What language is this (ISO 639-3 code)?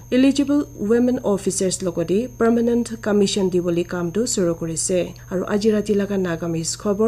nag